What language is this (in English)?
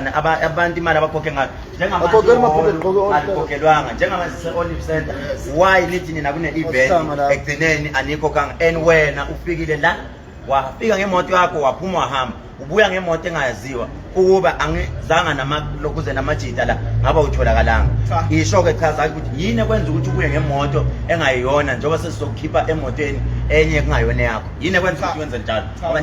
Zulu